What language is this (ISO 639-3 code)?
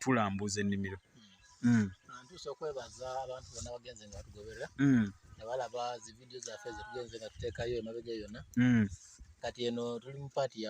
lug